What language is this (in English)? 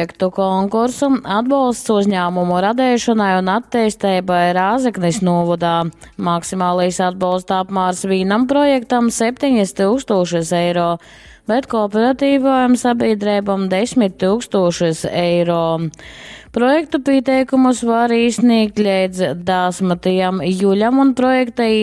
Latgalian